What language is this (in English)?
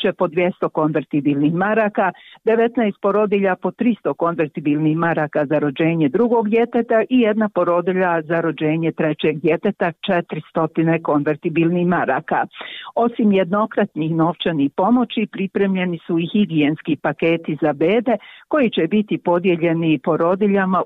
Bosnian